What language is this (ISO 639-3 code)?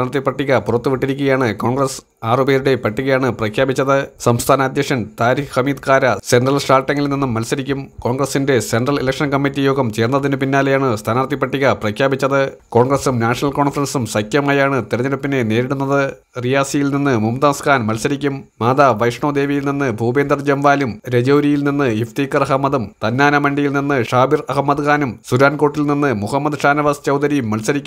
mal